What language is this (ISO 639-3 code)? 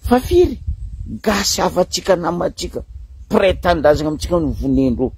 mlg